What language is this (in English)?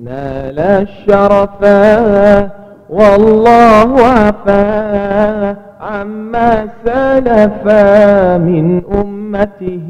Madurese